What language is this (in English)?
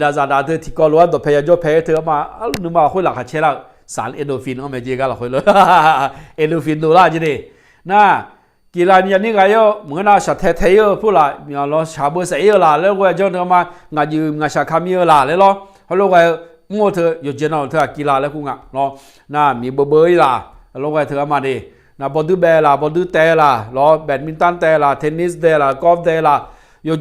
Akha